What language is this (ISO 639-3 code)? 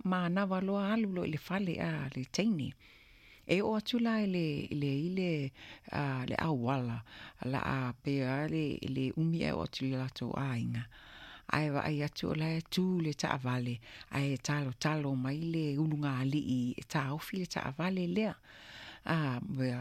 smo